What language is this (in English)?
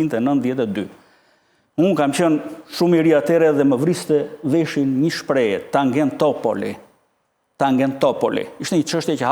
Albanian